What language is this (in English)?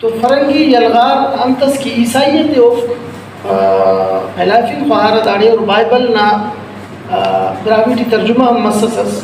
Brahui